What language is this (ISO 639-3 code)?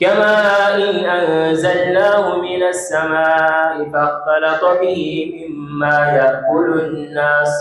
dag